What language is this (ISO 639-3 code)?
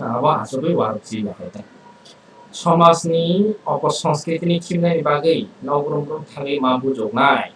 trp